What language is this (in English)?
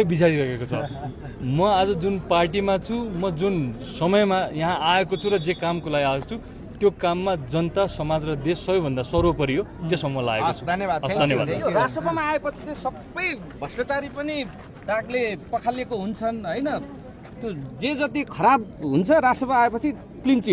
Nepali